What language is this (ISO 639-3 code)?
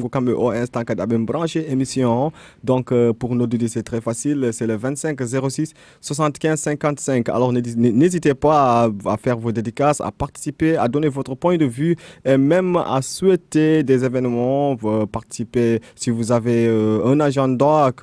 ful